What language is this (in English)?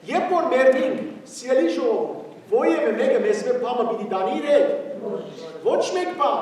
Western Armenian